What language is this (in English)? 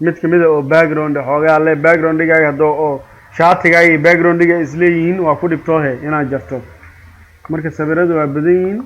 Somali